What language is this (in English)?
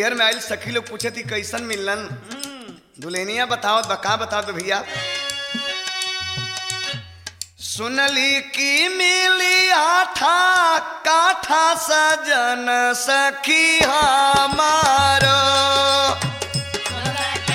Bhojpuri